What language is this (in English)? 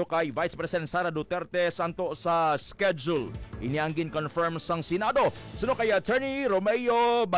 Hiligaynon